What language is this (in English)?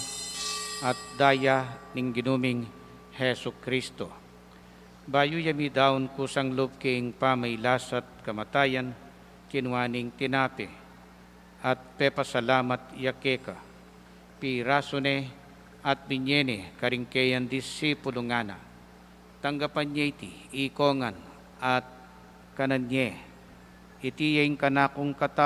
Pampanga